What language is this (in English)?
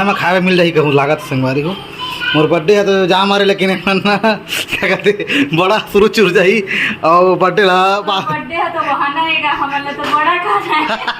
Chhattisgarhi